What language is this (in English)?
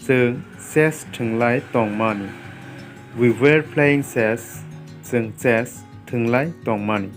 Kok Borok